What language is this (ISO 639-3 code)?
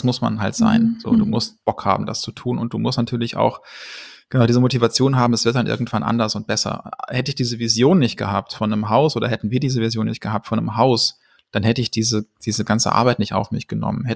deu